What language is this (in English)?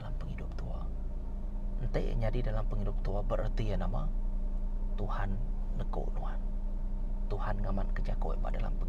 Iban